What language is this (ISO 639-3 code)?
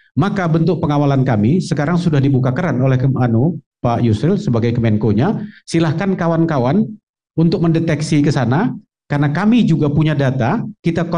ind